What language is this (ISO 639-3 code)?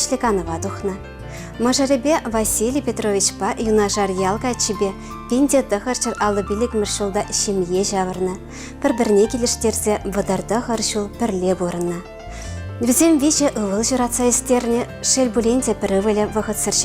chv